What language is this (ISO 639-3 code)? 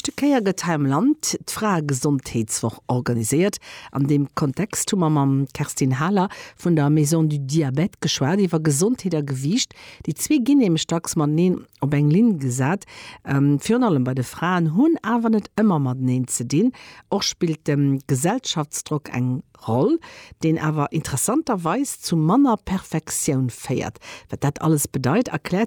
ltz